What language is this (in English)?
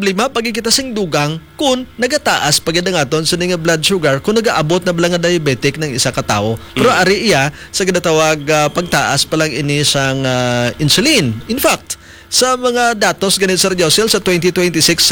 Hiligaynon